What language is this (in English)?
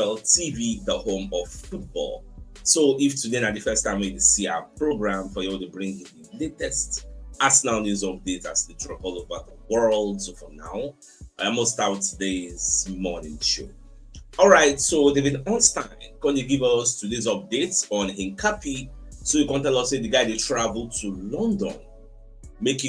Nigerian Pidgin